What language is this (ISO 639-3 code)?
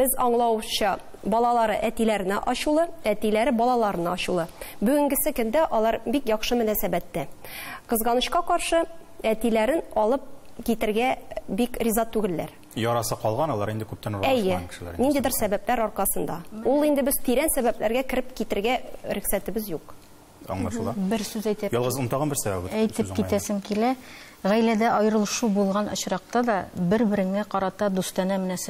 tat